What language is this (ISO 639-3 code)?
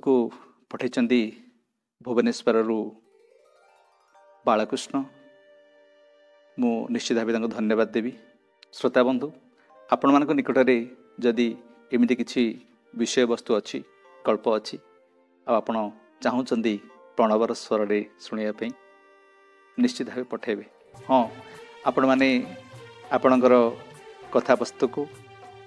ori